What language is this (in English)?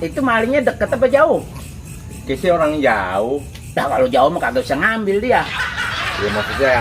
Betawi